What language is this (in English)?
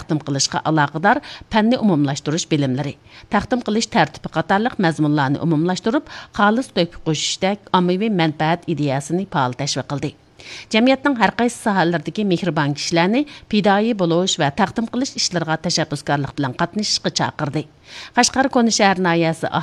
Uyghur